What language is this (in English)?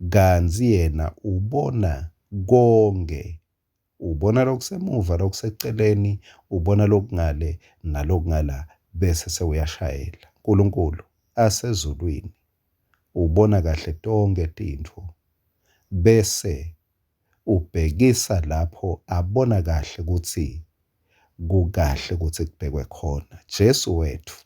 Swati